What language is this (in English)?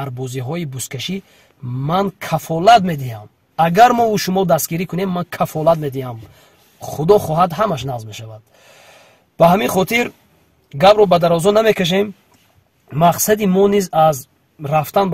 Tajik